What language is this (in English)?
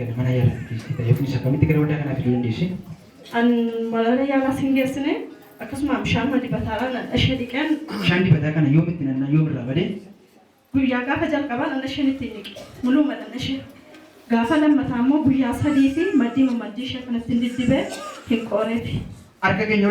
Oromo